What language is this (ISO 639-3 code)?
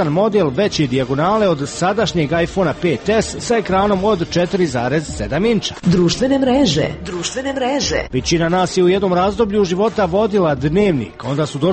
hrv